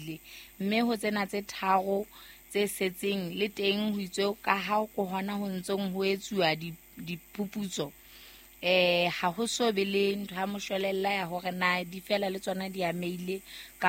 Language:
Southern Sotho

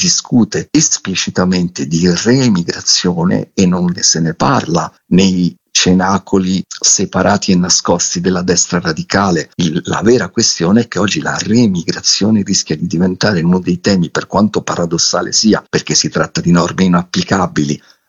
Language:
Italian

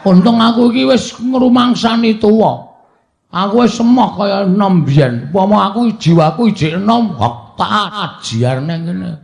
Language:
Javanese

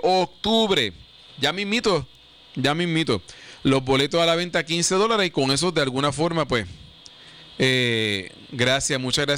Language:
Spanish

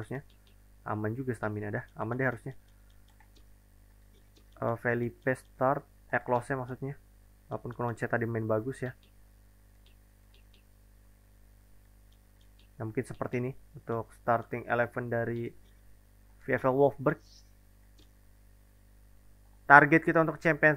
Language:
Indonesian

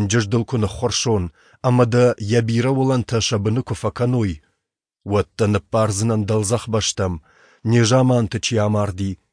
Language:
Ossetic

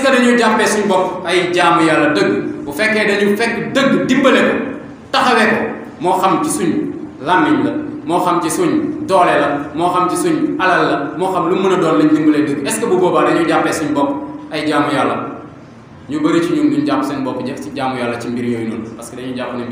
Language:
Wolof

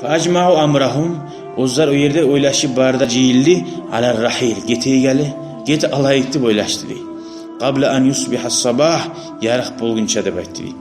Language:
Kumyk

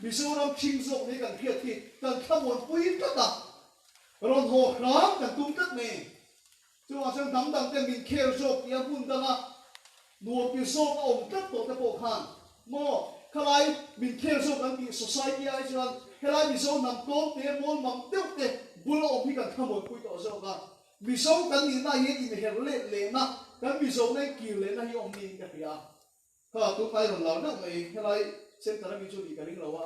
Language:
Mizo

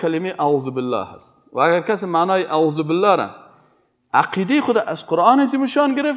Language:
Persian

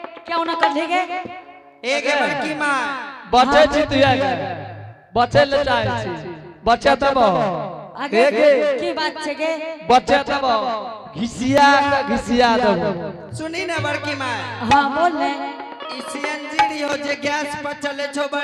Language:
Angika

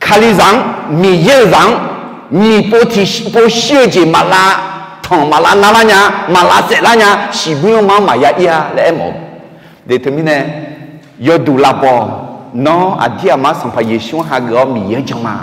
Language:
Akha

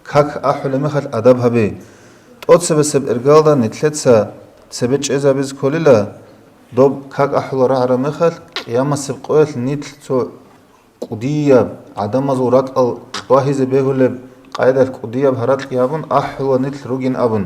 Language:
Avaric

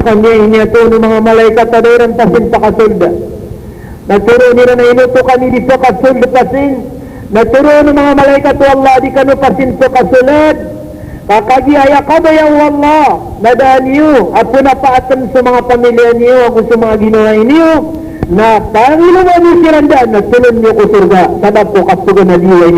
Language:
Maranao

